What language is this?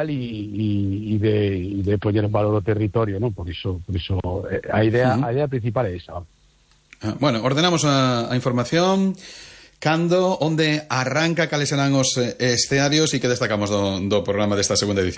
Galician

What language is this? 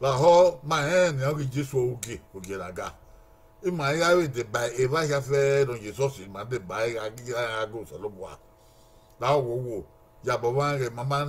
Bini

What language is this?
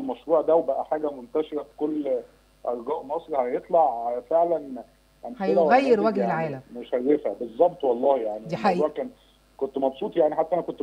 Egyptian Arabic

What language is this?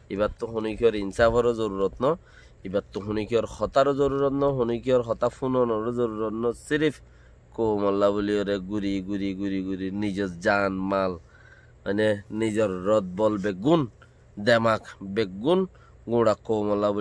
Rohingya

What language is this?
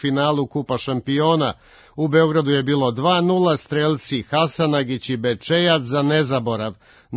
Serbian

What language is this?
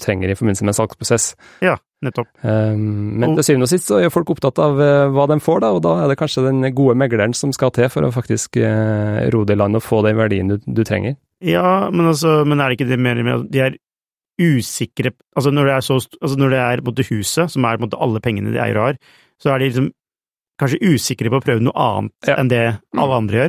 Norwegian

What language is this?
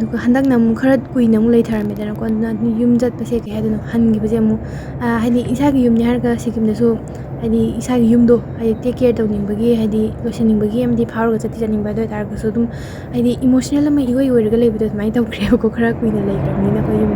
Manipuri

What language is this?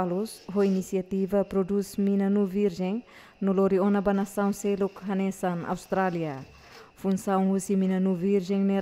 Tetum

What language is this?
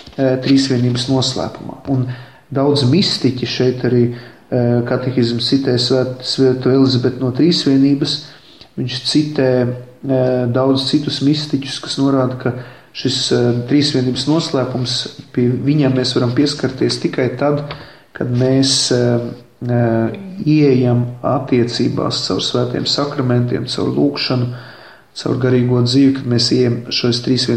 Latvian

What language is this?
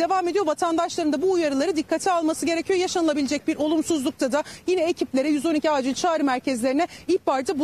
Turkish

